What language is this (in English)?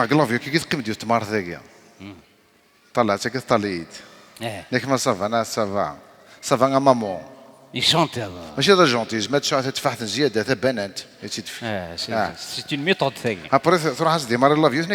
Kabyle